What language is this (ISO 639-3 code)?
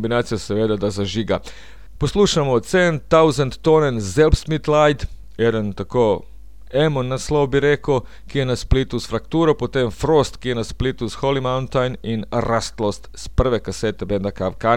slv